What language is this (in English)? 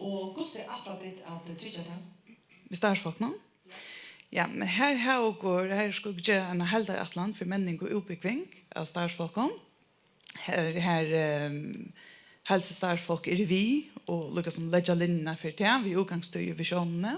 Faroese